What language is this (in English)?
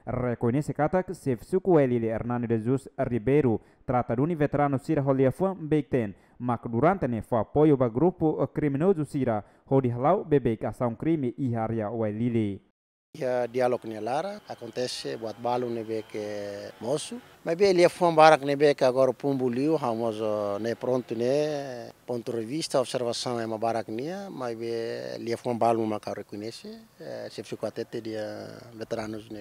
Tetum